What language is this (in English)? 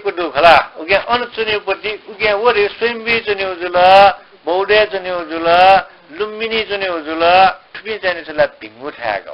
Newari